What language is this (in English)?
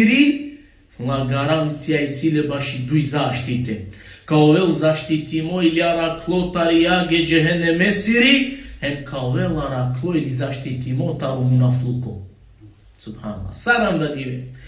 Balkan Romani